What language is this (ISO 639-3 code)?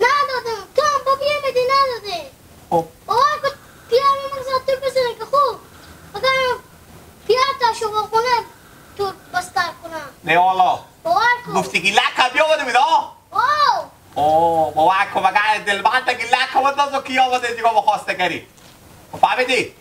haz